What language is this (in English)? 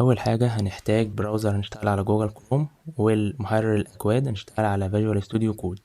Egyptian Arabic